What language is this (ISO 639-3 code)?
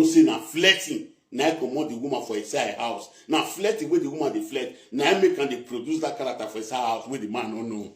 pcm